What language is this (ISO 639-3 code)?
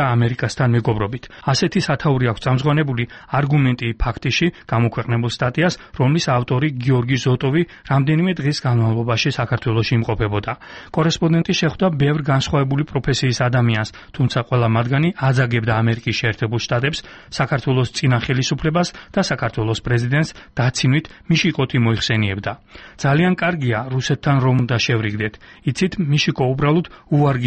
kat